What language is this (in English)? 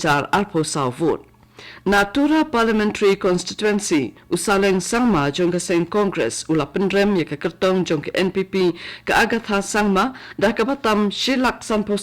Khasi